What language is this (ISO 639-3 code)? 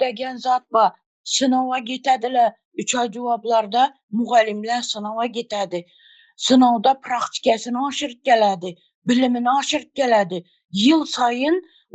tuk